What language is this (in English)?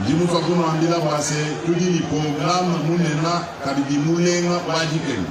Luba-Lulua